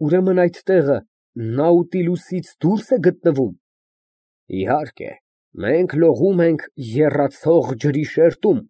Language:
Armenian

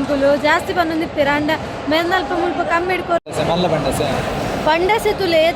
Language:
Tulu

